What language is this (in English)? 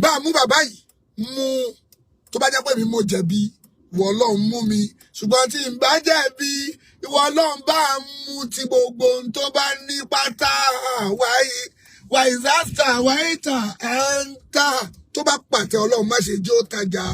Yoruba